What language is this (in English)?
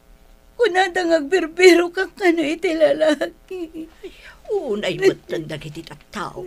Iloko